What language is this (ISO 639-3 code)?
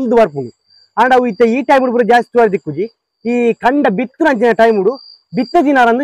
tcy